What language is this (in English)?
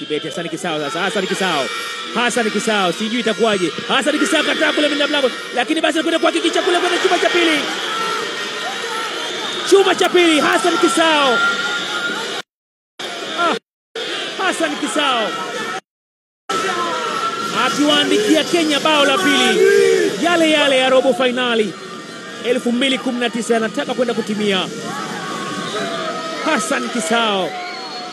Swahili